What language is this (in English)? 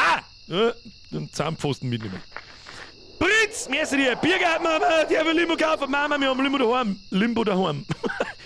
Bavarian